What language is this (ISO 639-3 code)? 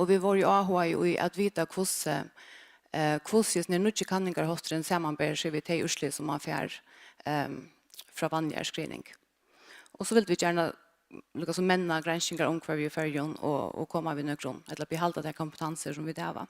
fao